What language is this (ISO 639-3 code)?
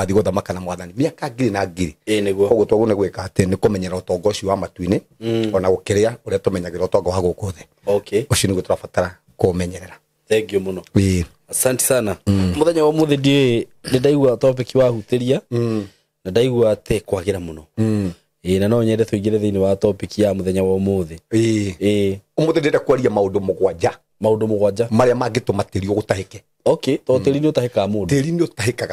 kik